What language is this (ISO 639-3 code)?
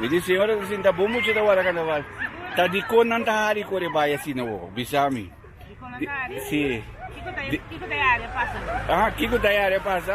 pap